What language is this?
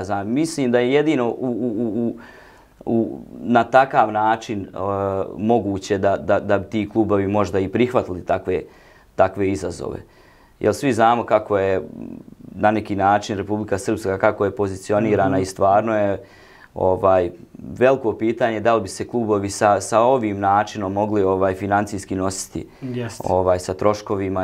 Bosnian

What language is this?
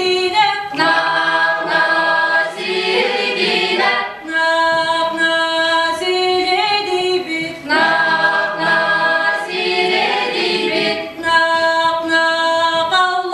Yakut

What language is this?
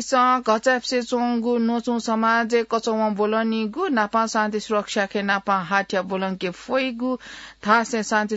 Newari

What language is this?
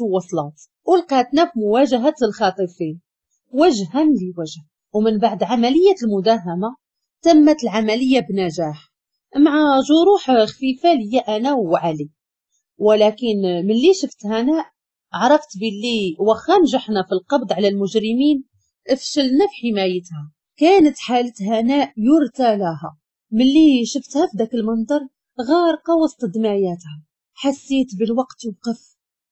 Moroccan Arabic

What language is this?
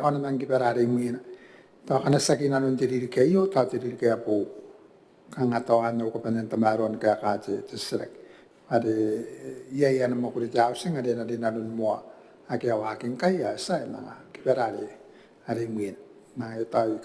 Gilbertese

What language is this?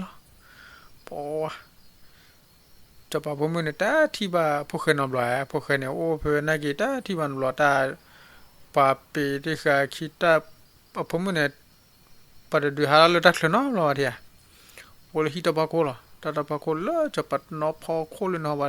S'gaw Karen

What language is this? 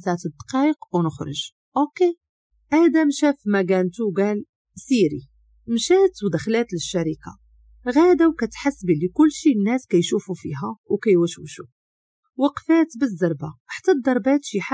Moroccan Arabic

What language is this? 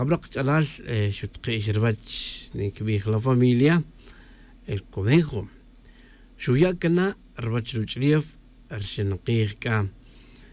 Tz'utujil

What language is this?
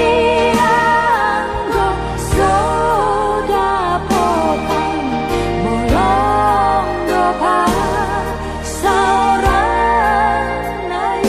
Batak Toba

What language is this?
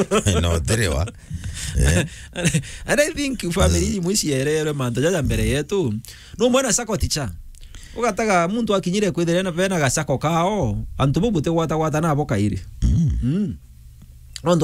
Meru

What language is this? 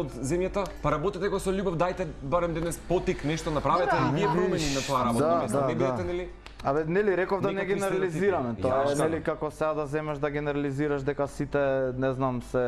Macedonian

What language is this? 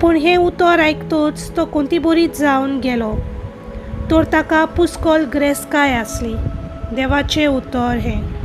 Konkani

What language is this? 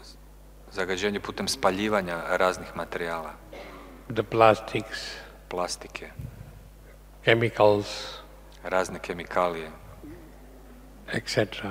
Croatian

